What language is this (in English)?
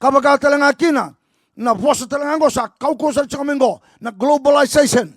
Fijian